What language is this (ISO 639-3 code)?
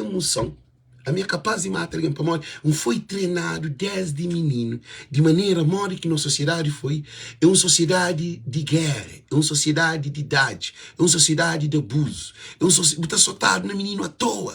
kea